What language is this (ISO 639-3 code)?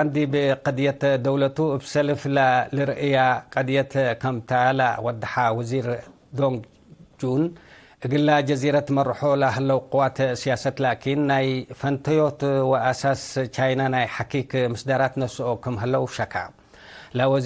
tig